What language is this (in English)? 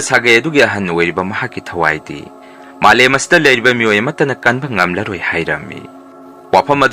Manipuri